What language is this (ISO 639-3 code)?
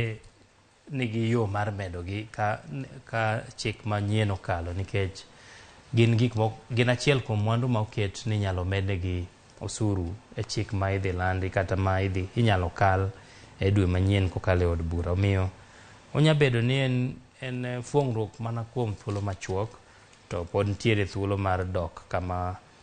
luo